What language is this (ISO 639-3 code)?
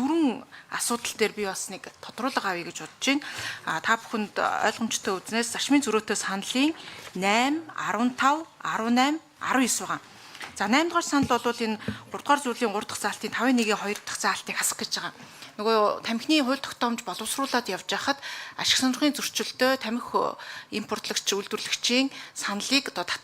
mon